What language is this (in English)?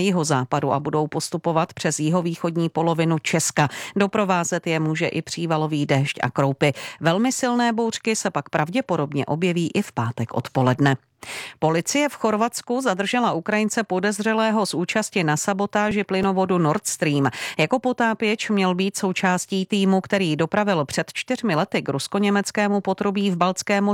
Czech